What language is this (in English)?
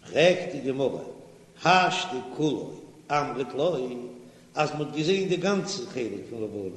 Yiddish